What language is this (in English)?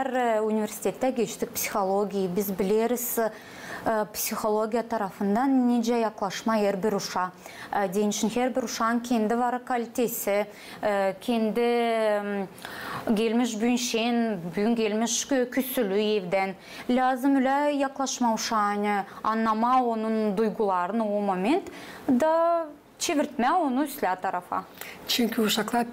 Gagauz